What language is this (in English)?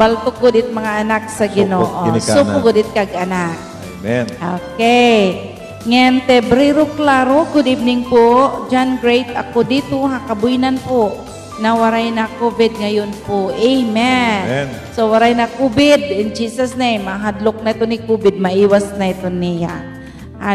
Waray